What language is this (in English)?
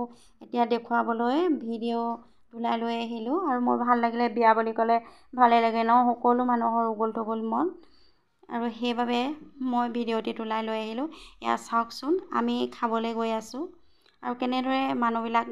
Assamese